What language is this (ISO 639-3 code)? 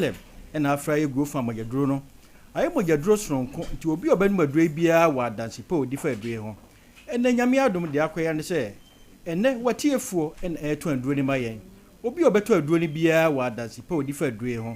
aka